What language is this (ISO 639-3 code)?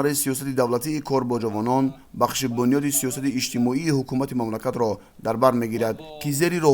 tgk